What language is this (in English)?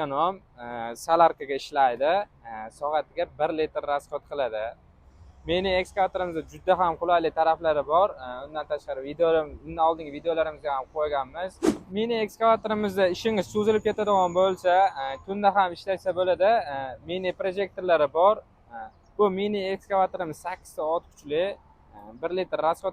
Uzbek